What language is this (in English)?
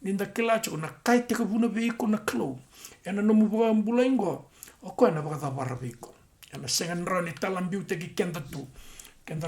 Fijian